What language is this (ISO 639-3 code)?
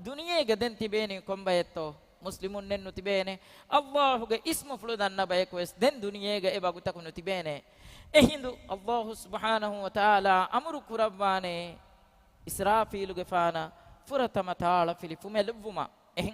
div